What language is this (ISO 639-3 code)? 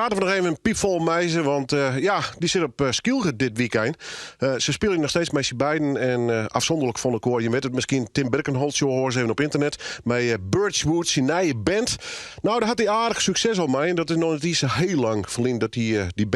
fry